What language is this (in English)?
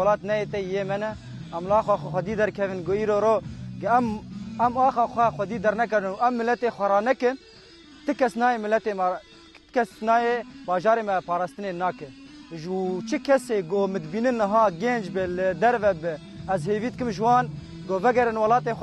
Kurdish